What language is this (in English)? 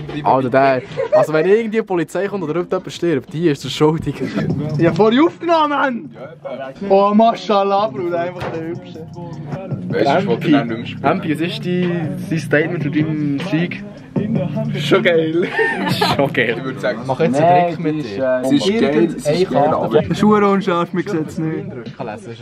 Swiss German